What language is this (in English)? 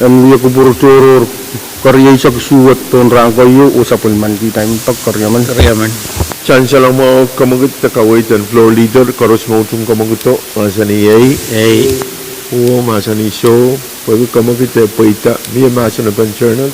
Pohnpeian